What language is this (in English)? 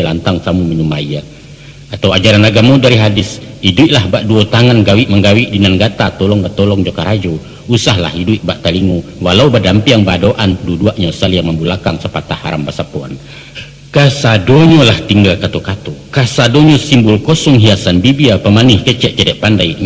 Minangkabau